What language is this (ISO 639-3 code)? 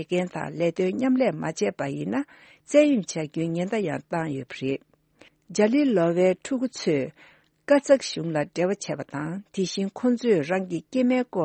bod